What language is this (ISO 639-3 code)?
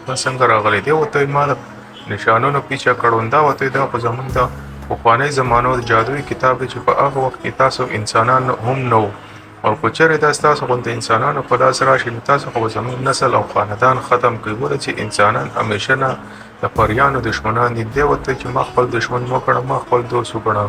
pus